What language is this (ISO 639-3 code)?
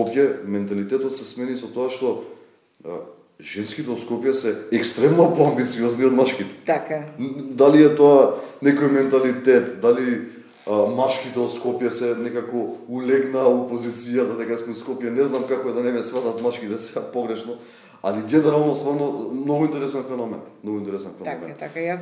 mkd